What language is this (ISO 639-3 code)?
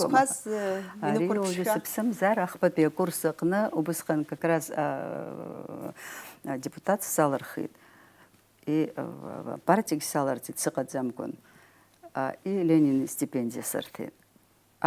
abk